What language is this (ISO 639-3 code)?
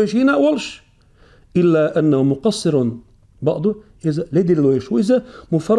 che